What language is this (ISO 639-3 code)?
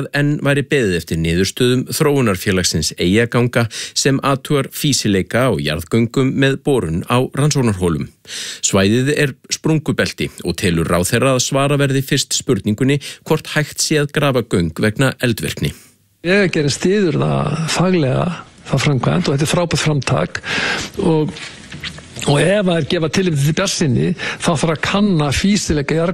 isl